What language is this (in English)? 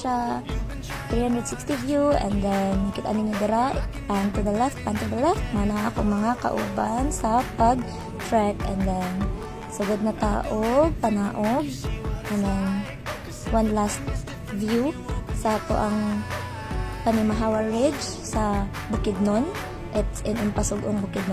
Cebuano